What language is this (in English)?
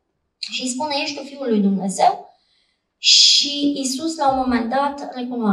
Romanian